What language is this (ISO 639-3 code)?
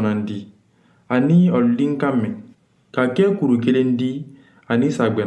man